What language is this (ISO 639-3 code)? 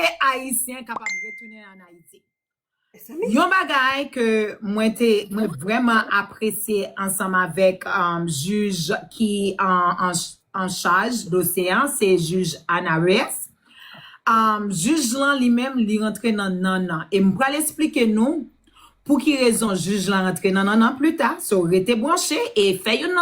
hat